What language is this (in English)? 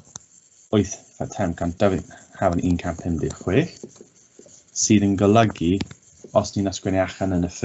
Welsh